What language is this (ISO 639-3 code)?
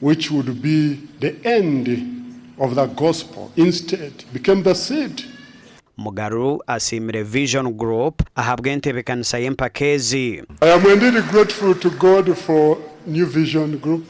nyn